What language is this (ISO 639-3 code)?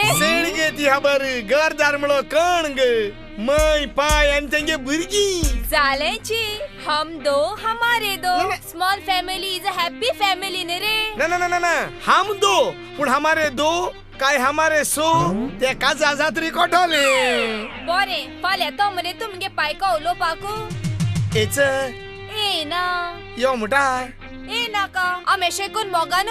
kok